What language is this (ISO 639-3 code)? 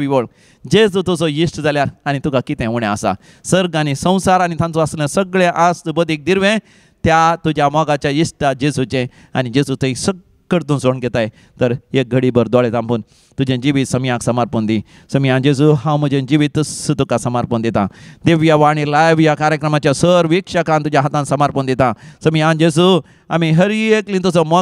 kok